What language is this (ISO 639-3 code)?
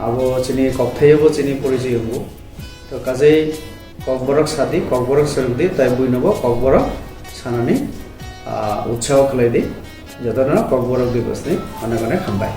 trp